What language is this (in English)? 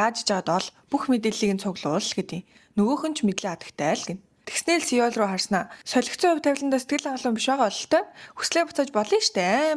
Mongolian